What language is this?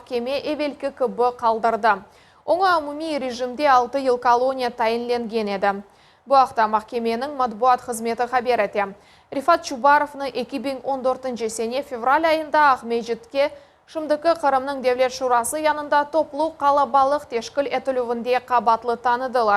Crimean Tatar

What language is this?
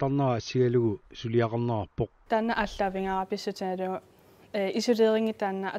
Kalaallisut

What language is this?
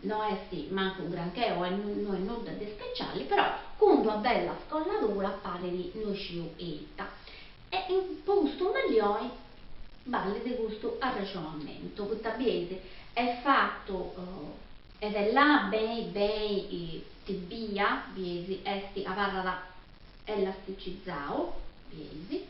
Sardinian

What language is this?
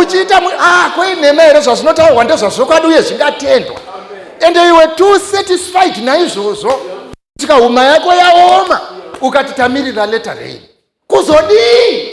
Shona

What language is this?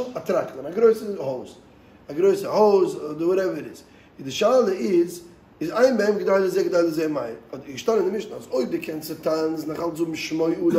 Yiddish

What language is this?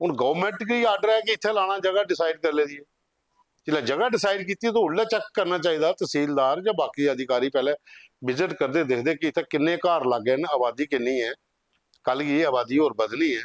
Dogri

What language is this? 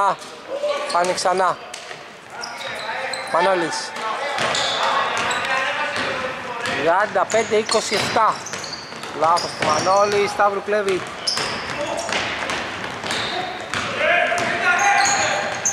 Greek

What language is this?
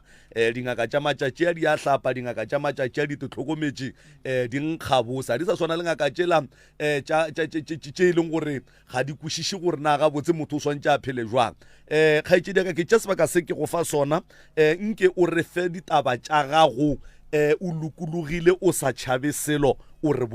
Northern Sotho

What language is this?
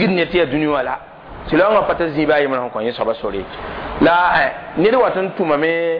Mossi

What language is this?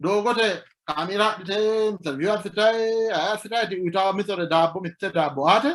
Sidamo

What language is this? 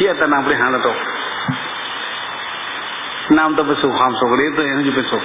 Thai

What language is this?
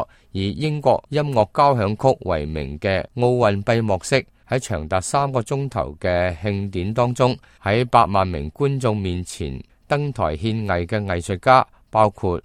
Cantonese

